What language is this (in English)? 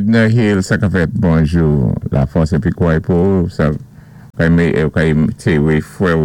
Saint Lucian Creole French